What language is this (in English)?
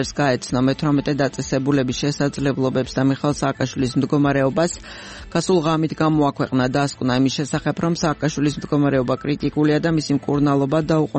Georgian